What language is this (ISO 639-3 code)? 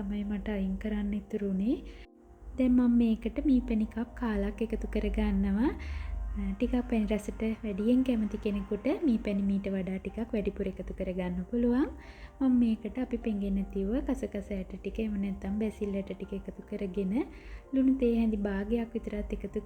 sin